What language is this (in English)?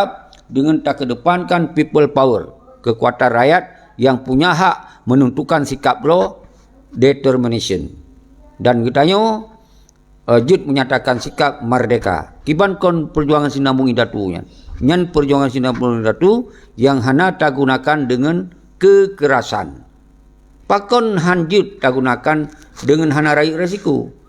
Achinese